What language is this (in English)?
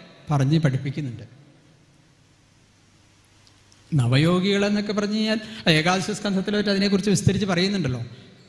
Malayalam